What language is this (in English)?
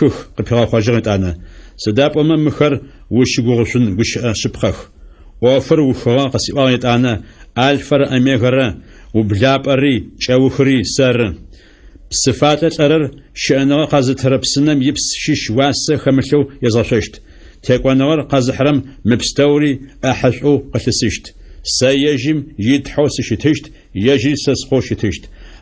Adyghe